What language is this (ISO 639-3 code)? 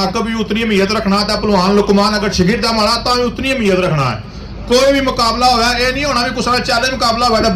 phr